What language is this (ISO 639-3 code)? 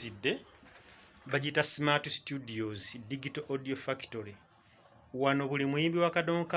lug